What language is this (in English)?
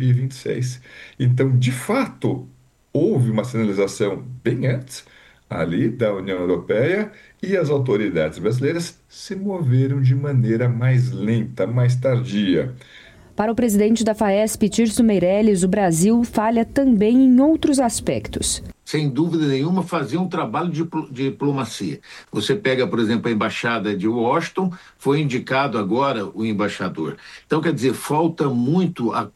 Portuguese